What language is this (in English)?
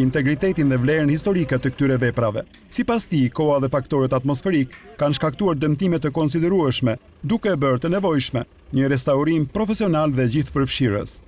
Albanian